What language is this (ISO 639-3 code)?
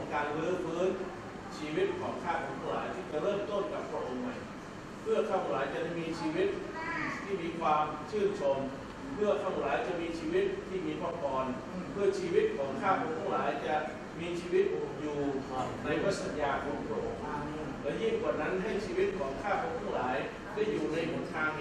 tha